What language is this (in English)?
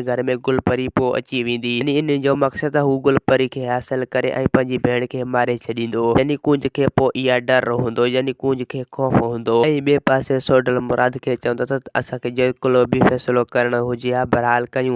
Sindhi